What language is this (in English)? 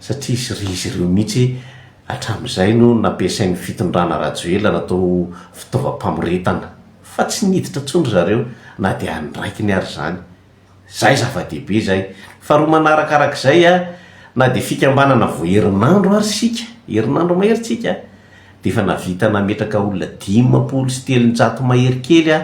Malagasy